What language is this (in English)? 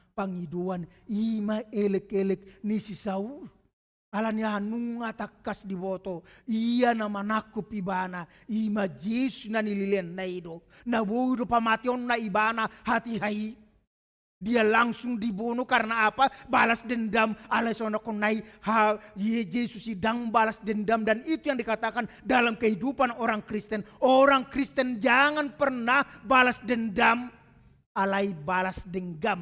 Batak Toba